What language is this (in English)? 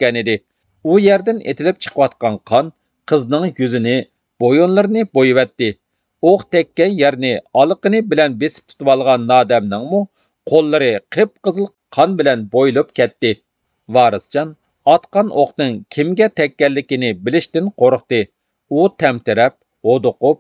Uyghur